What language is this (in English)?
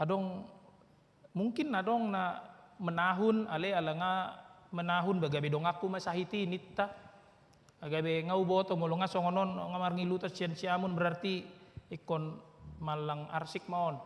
Batak Toba